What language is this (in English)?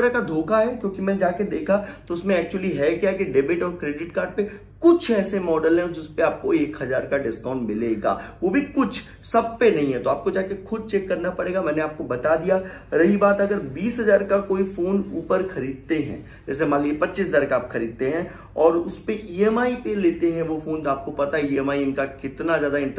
Hindi